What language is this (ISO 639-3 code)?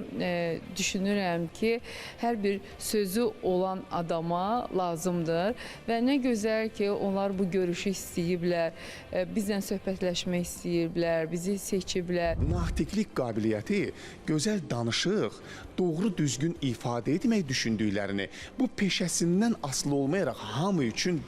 aze